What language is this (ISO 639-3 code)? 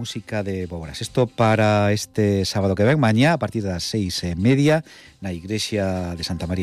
glg